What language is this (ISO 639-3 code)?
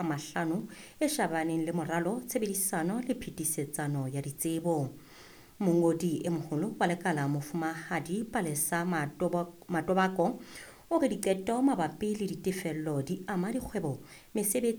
sot